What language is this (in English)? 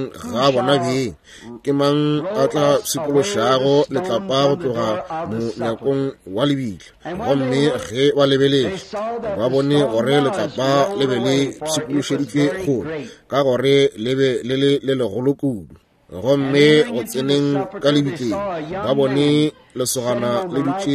Northern Sotho